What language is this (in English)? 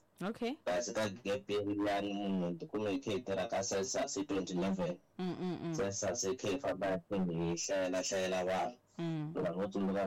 Tsonga